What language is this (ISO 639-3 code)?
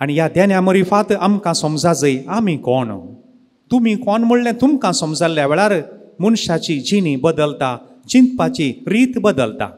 kok